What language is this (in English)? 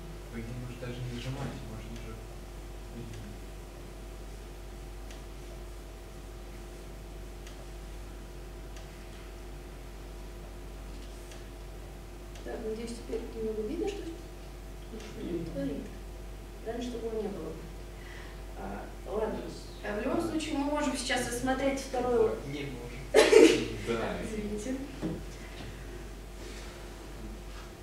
Russian